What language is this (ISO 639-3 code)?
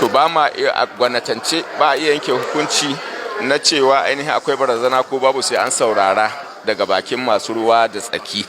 hau